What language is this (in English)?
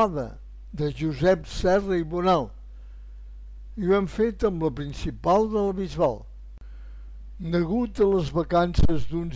Catalan